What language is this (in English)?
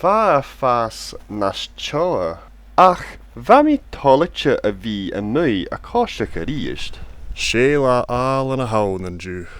Scottish Gaelic